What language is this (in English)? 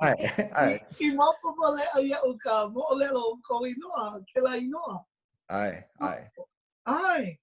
Hawaiian